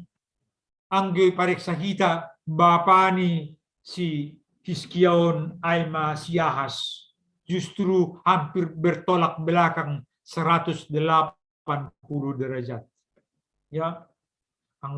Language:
Batak Simalungun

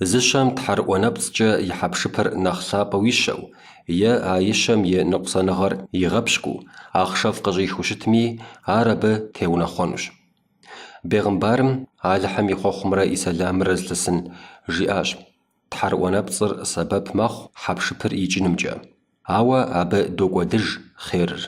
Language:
Kabardian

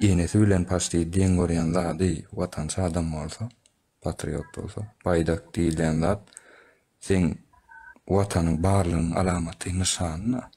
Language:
Turkmen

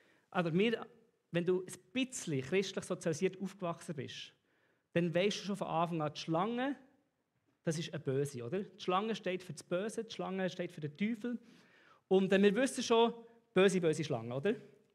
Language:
Swiss German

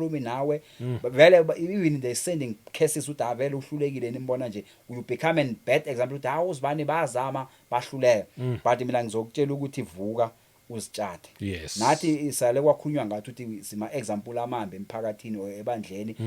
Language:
Zulu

